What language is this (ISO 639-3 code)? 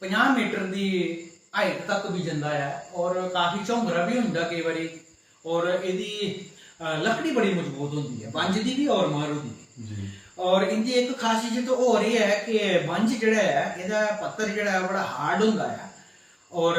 doi